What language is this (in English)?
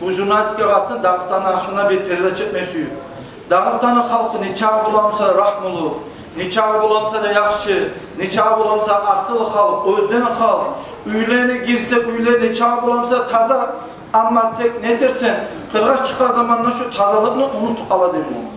Kumyk